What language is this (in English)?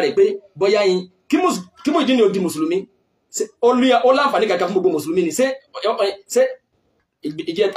Yoruba